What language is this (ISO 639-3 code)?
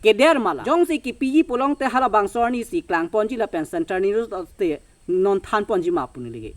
mjw